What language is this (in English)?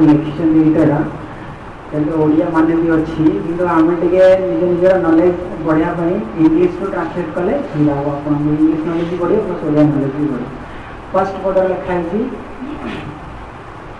Odia